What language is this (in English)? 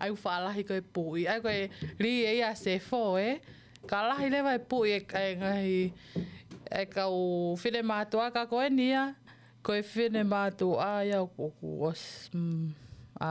Tongan